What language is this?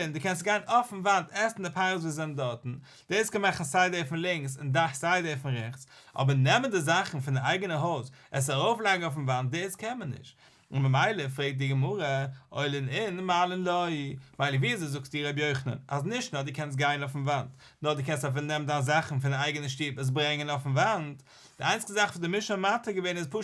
Yiddish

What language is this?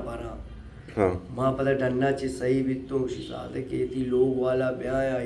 Baluchi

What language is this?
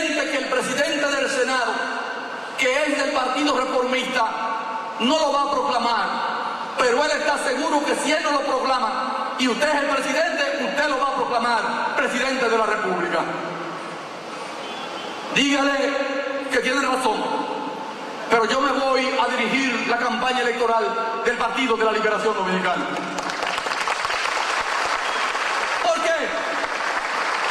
Spanish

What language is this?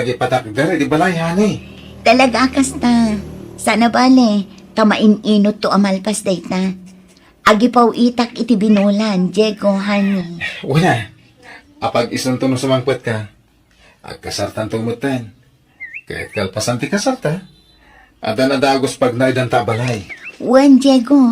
Iloko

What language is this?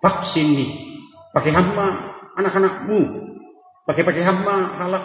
Batak Simalungun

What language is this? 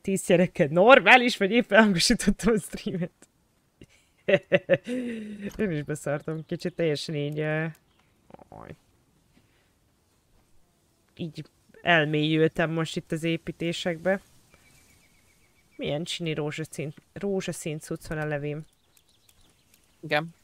Hungarian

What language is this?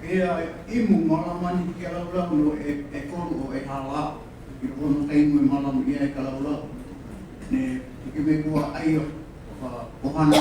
Hawaiian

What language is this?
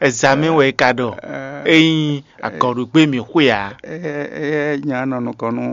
Fon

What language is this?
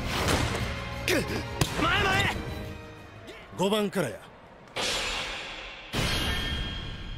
Japanese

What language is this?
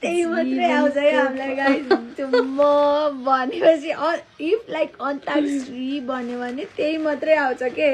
Nepali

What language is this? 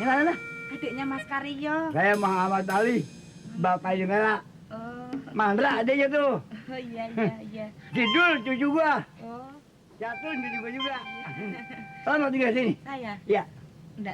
Betawi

